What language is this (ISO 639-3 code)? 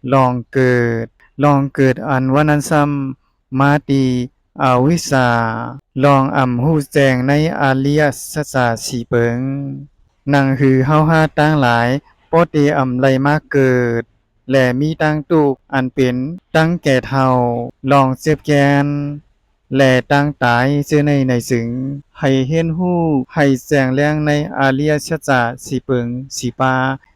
shn